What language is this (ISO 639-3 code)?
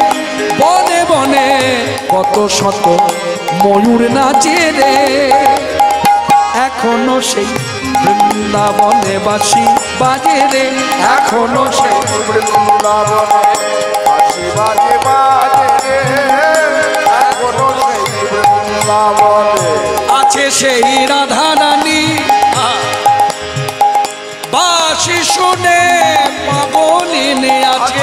ben